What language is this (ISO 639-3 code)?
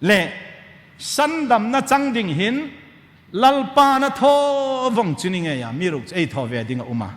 hmr